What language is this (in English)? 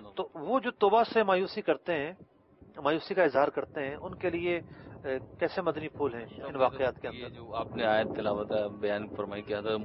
Urdu